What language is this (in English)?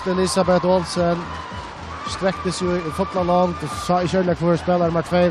Faroese